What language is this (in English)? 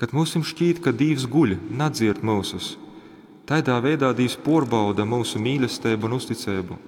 Latgalian